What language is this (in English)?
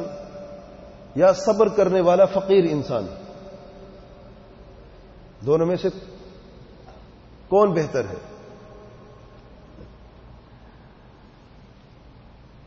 Urdu